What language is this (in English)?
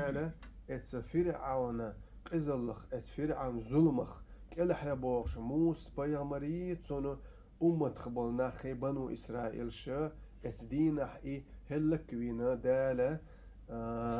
Chechen